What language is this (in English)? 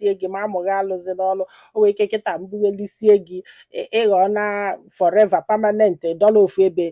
Igbo